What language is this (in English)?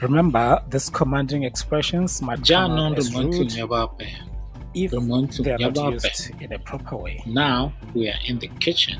Tswana